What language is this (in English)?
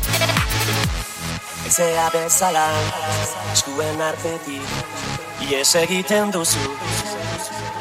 Basque